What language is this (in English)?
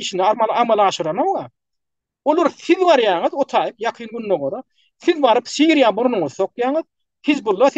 Turkmen